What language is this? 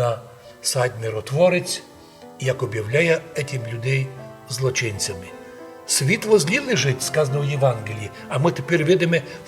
Rusyn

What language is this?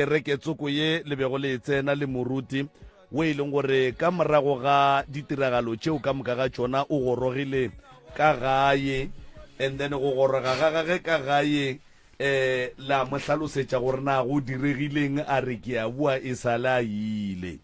Northern Sotho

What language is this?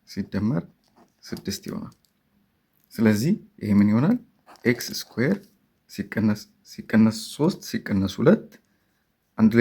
Amharic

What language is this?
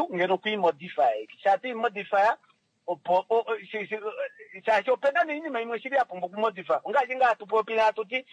Kuanyama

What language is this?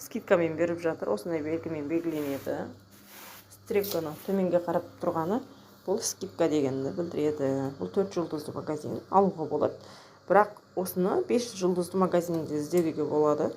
Kazakh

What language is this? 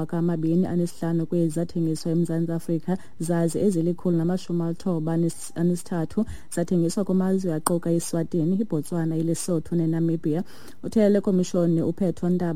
Xhosa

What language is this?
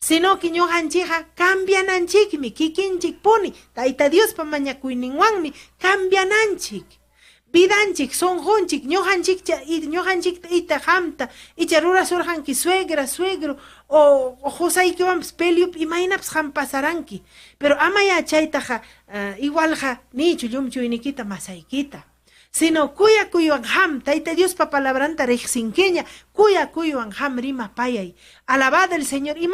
Ayacucho Quechua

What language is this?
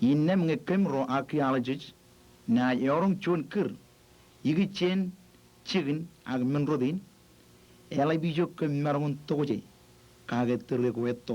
Marshallese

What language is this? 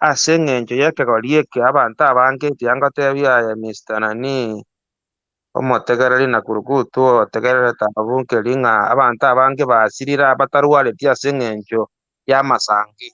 Gusii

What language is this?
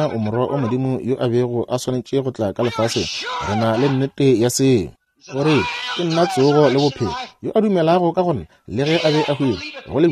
Northern Sotho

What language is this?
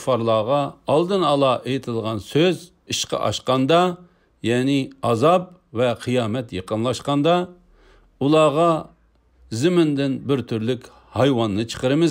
Uyghur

